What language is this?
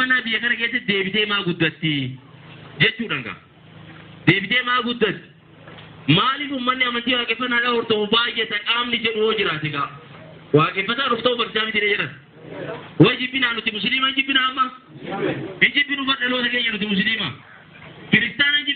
Oromo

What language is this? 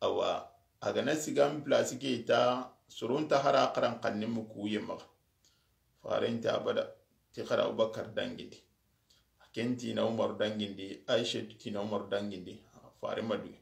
Soninke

